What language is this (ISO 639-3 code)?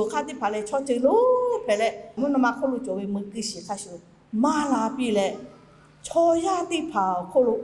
lhu